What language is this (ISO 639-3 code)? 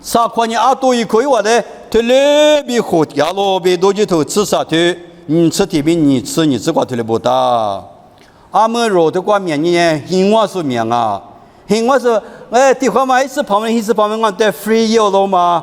lis